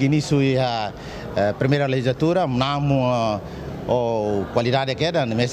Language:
Tetum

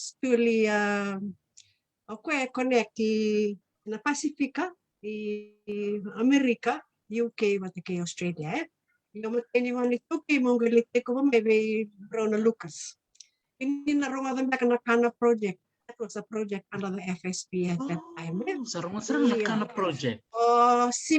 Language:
Fijian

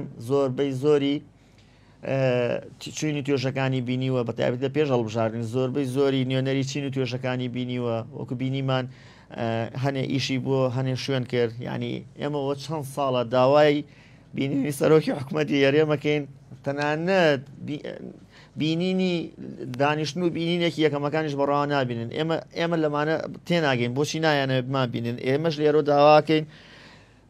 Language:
Central Kurdish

